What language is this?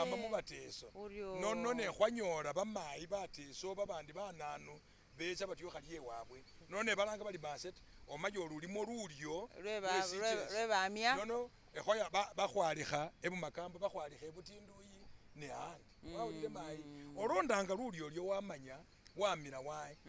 Masaaba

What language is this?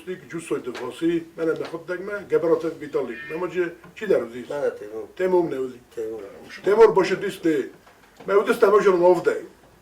Ossetic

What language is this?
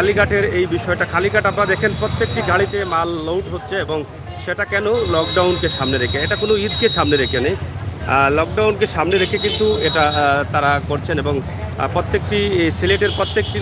Sylheti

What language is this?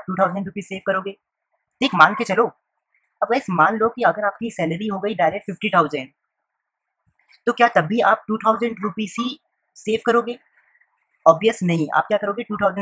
Hindi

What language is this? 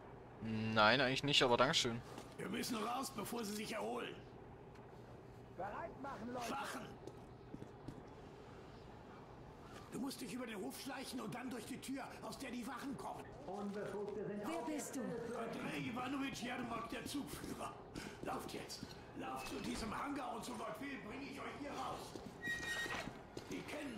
German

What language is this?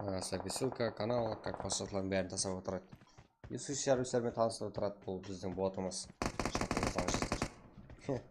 Kara-Kalpak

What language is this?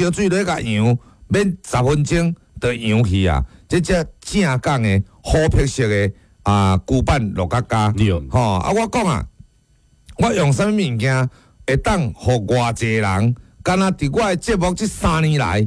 Min Nan Chinese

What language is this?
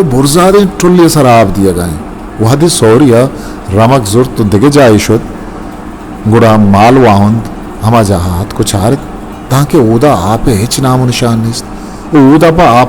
Eastern Balochi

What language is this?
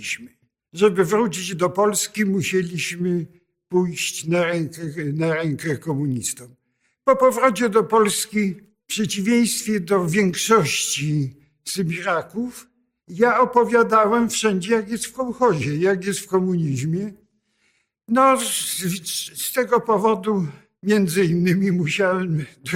Polish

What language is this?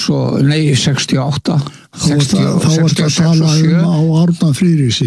Icelandic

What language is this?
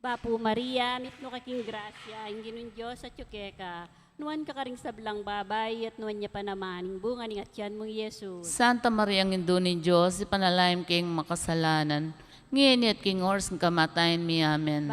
Pampanga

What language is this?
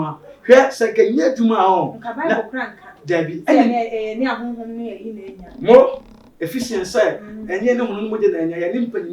Akan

